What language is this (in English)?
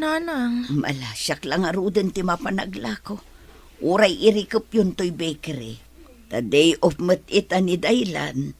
Iloko